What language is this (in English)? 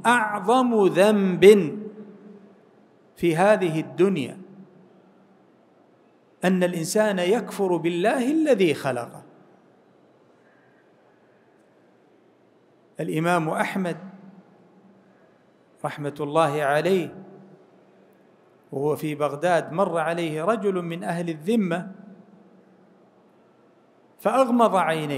Arabic